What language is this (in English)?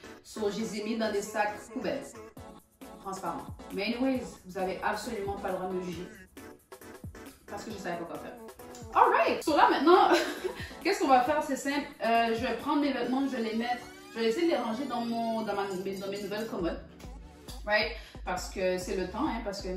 French